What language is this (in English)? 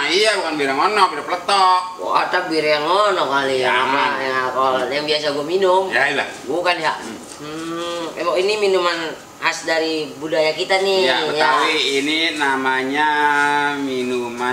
Betawi